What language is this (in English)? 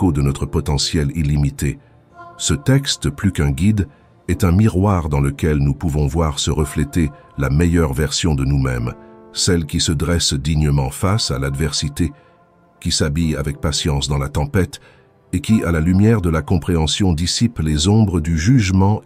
French